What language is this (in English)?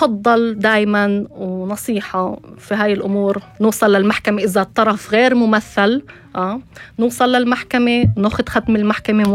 North Levantine Arabic